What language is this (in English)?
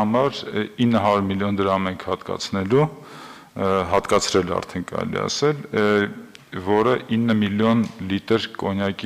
Armenian